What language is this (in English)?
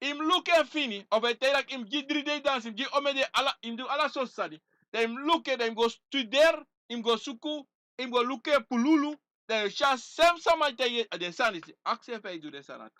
Sranan Tongo